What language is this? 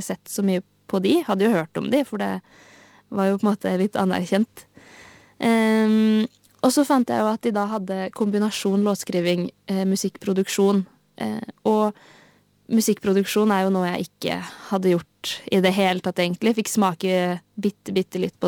Norwegian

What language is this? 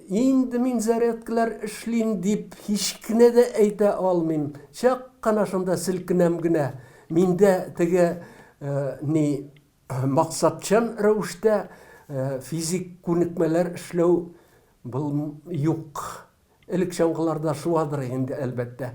Tatar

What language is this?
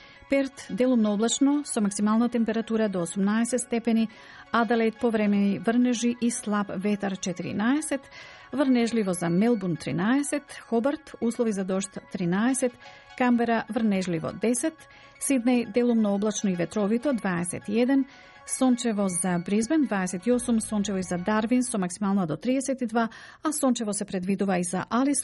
Macedonian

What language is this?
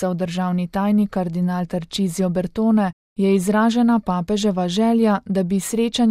Slovenian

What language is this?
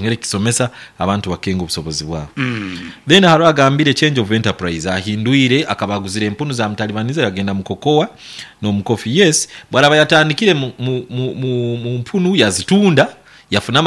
Nyankole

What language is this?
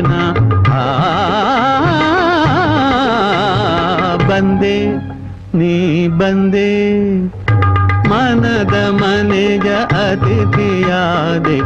Kannada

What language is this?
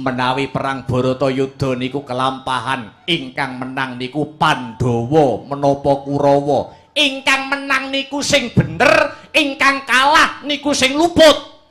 Javanese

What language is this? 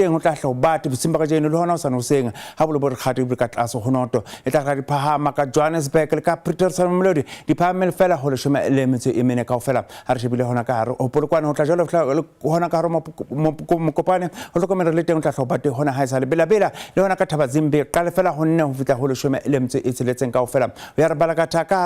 Southern Sotho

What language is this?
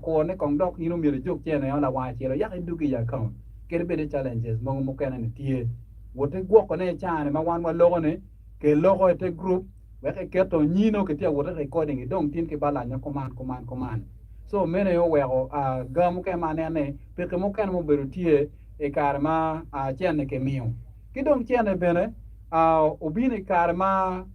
Acoli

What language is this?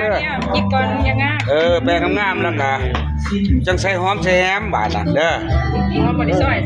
Lao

